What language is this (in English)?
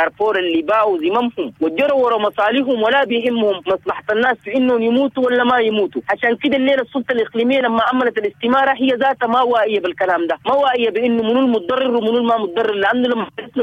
Sudanese Arabic